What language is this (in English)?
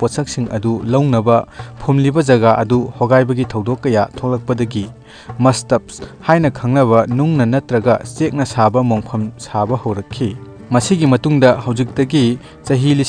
Manipuri